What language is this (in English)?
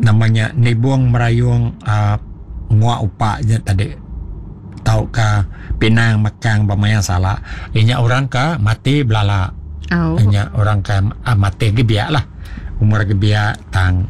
Iban